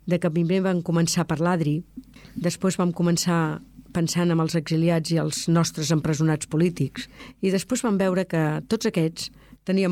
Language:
Catalan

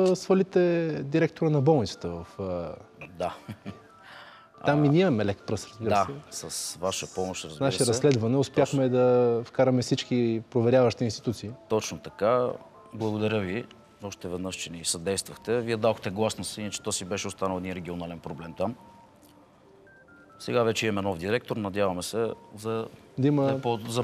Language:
Bulgarian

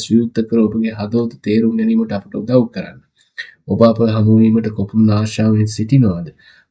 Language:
Sinhala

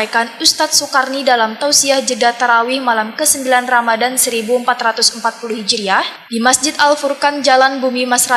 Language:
Banjar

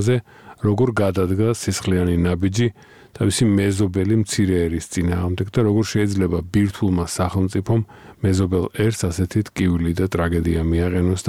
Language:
Georgian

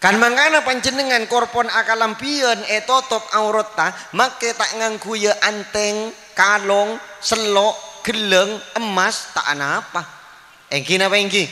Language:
Madurese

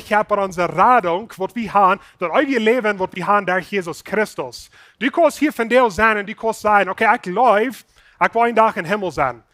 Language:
Plautdietsch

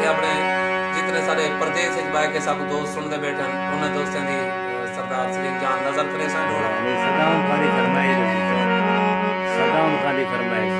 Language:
Saraiki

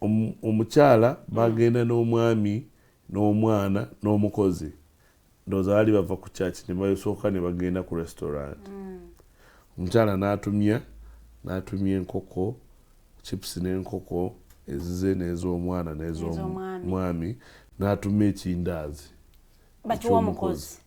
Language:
Ganda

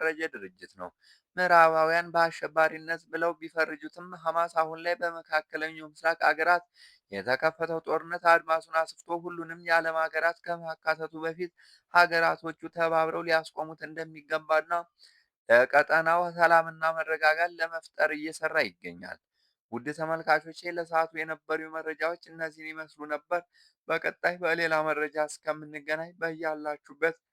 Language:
Amharic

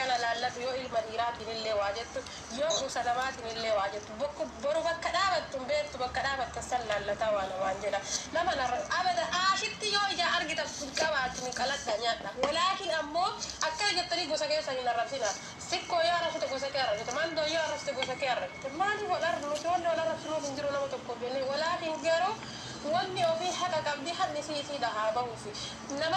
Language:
Oromo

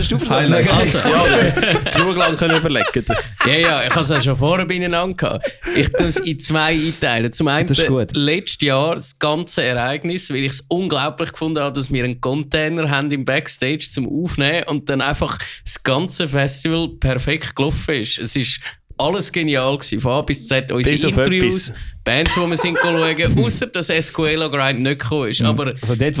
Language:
Swiss German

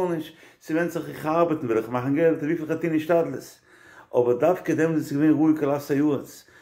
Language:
Yiddish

